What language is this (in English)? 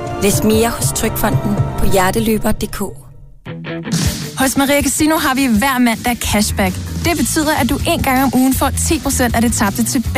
Danish